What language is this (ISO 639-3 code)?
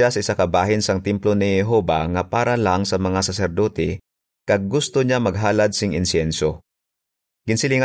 hil